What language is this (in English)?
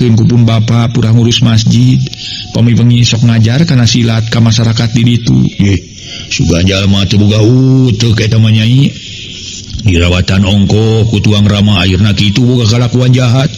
Sundanese